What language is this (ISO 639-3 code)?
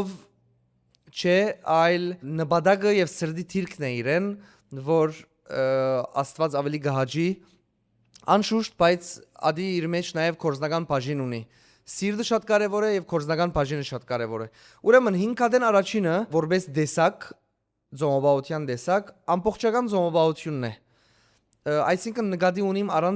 hyw